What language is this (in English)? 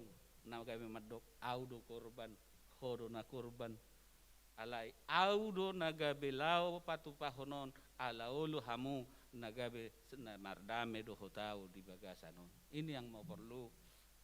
Batak Toba